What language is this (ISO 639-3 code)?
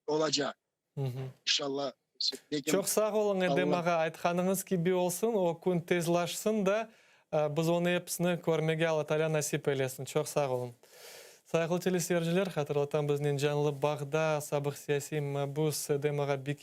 crh